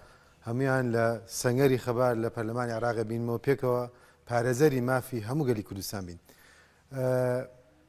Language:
Central Kurdish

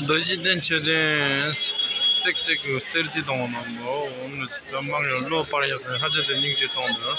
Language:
Tibetan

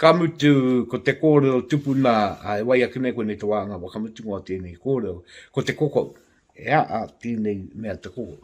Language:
Māori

